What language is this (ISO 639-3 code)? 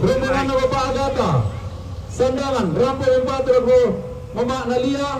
sda